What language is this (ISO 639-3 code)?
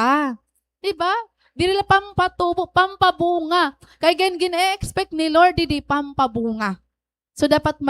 war